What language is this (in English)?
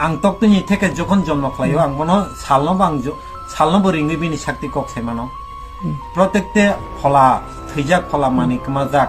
Kok Borok